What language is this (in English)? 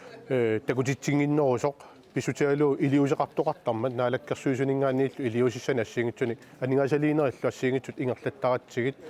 Kalaallisut